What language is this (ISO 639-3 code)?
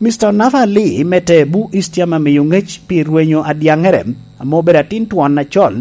laj